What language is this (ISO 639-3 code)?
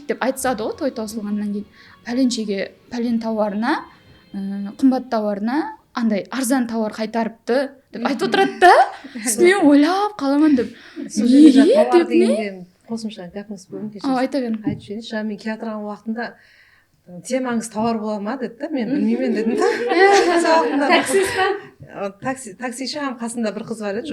kaa